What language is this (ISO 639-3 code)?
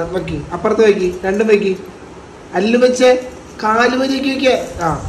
mal